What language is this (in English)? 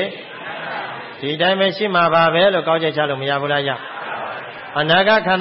Burmese